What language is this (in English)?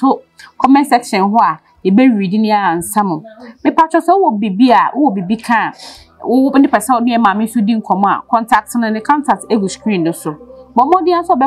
Akan